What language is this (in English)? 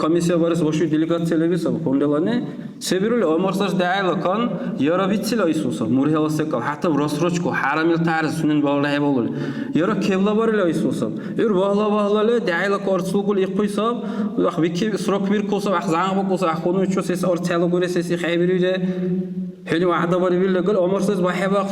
Dargwa